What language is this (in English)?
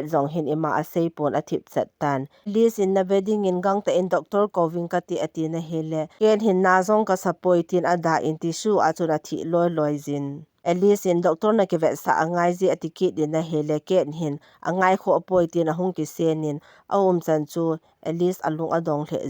Thado Chin